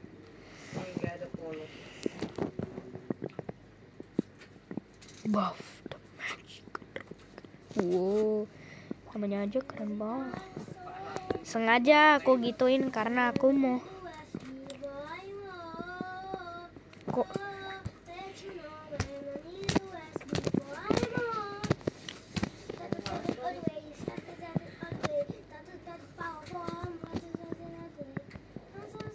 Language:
Indonesian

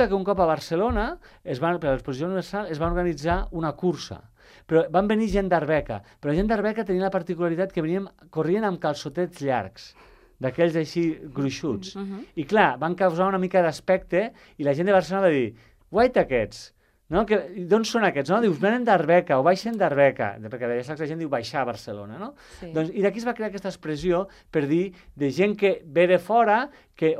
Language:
Catalan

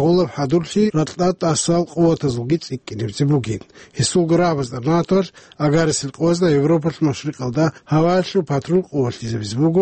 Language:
Avaric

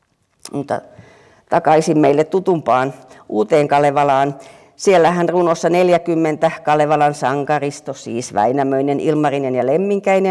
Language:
Finnish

